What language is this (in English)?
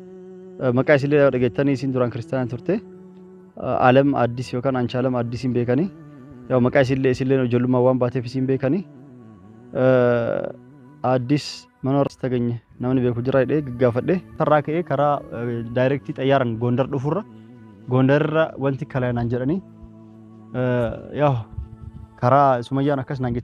Oromo